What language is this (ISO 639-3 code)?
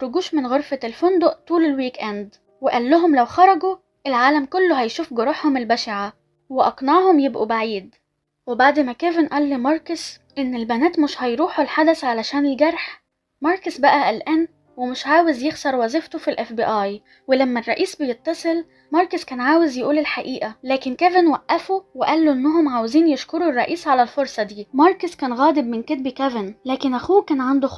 arz